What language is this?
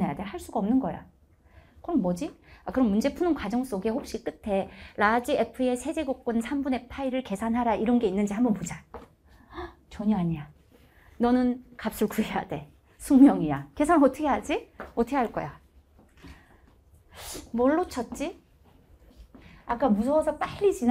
Korean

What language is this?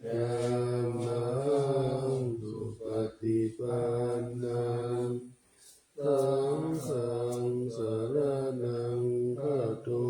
Pali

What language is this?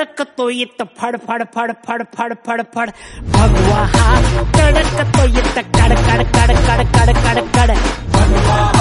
Marathi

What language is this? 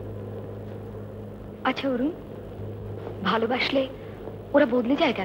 Bangla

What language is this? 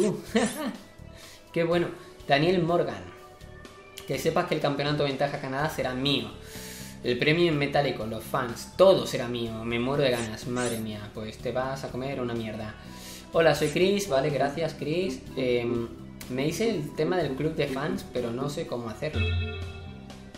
Spanish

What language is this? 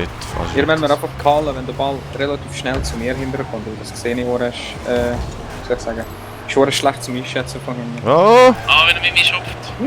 Swiss German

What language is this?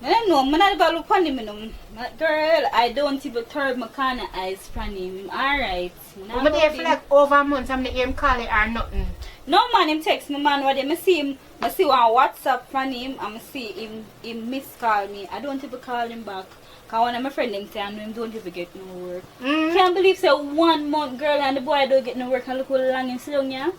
Jamaican Creole English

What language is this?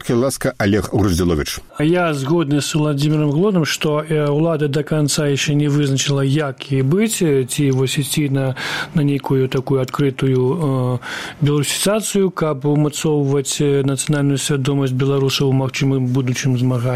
Belarusian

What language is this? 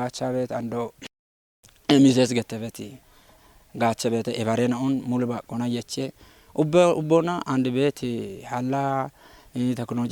Kafa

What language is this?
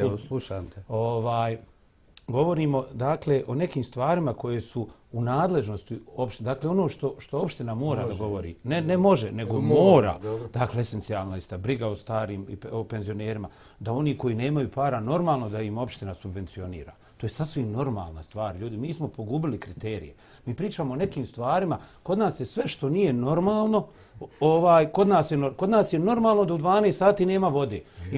Bosnian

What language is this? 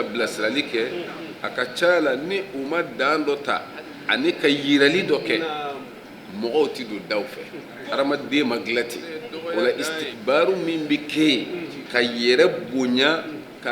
Bambara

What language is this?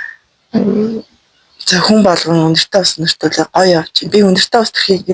Mongolian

